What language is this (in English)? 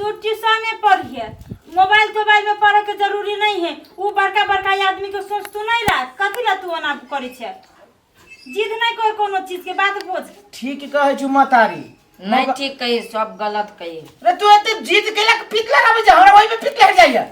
Maithili